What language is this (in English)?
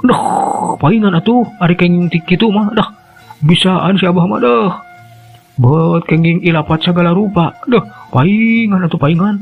Sundanese